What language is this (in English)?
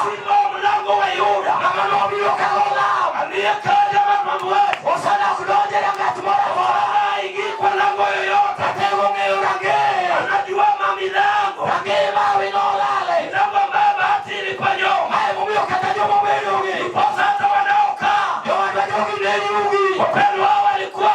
Luo (Kenya and Tanzania)